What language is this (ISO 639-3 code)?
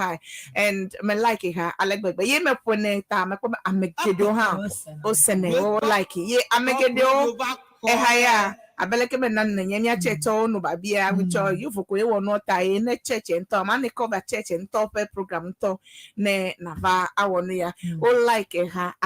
ewe